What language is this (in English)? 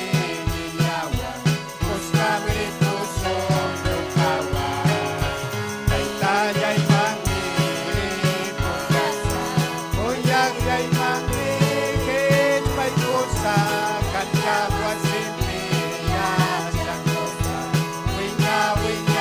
Ayacucho Quechua